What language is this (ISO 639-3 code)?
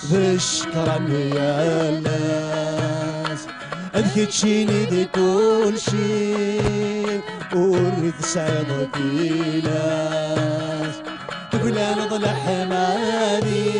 kab